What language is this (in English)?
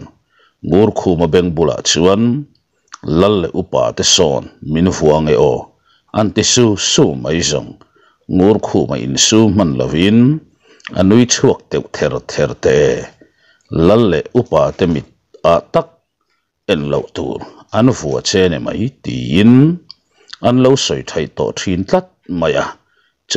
Mizo